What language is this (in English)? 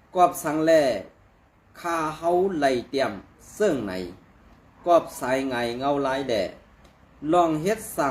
Shan